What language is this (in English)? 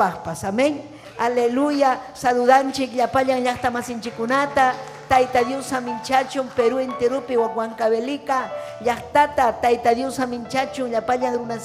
Ayacucho Quechua